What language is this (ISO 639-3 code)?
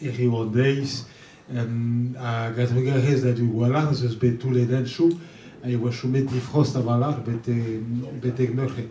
bre